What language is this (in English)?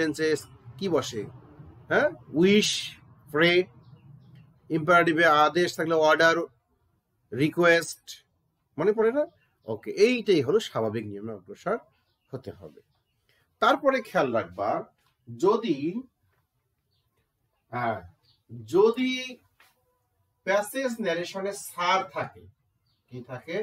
Bangla